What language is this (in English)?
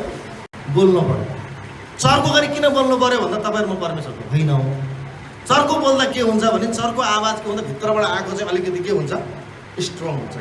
Nepali